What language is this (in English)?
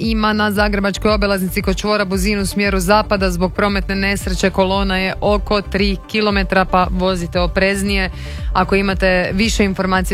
Croatian